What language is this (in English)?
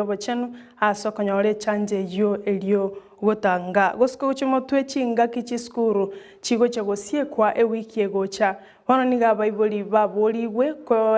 Gusii